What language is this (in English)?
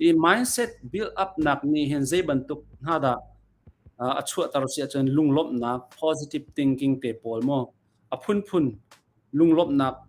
Hakha Chin